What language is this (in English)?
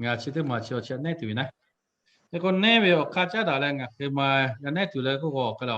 Lahu